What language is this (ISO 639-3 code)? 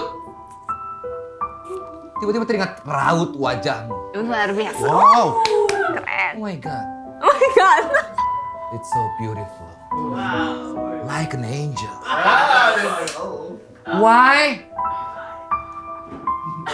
ind